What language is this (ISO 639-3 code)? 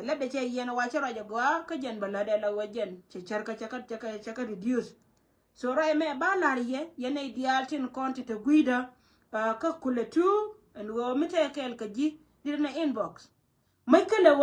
nus